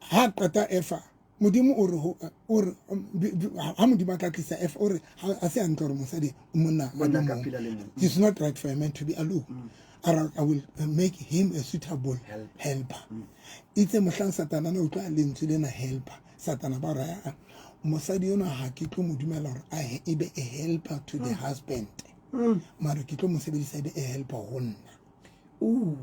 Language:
Southern Sotho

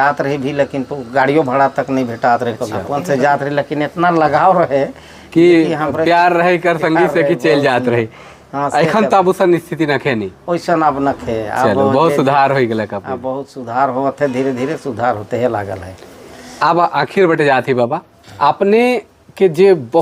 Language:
Sadri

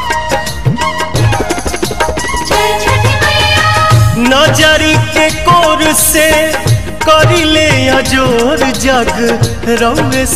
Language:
Bhojpuri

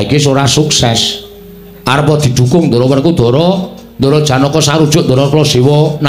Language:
Javanese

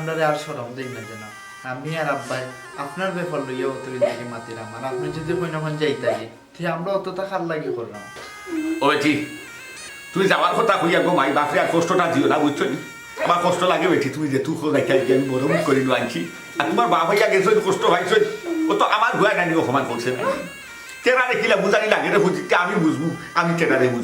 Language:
Sylheti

